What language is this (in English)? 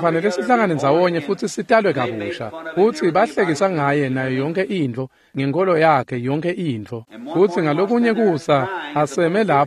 Swati